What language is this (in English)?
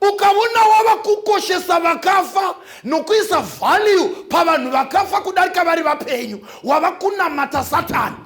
Shona